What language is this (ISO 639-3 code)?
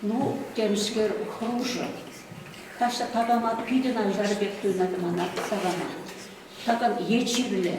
chv